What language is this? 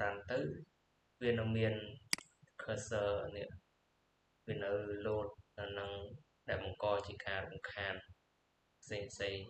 Khmer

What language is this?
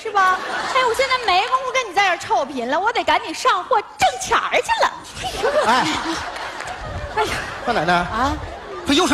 Chinese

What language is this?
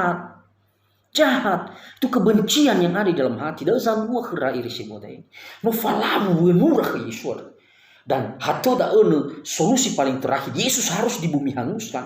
Nias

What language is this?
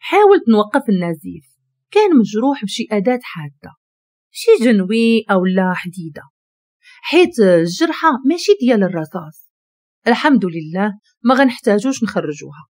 Moroccan Arabic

